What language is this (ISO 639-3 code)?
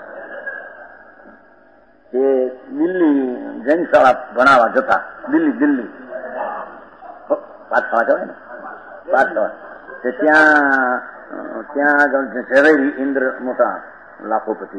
guj